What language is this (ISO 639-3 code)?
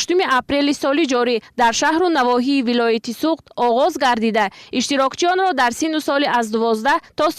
tgk